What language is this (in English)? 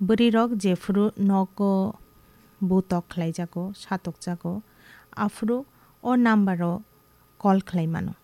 Kok Borok